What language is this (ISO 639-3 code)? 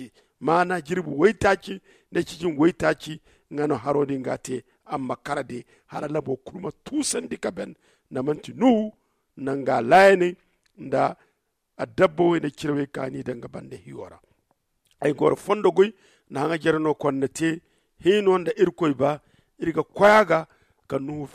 dje